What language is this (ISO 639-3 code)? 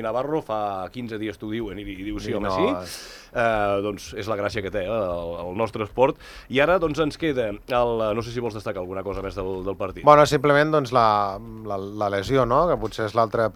cat